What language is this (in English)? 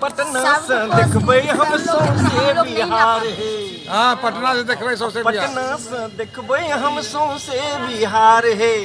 Angika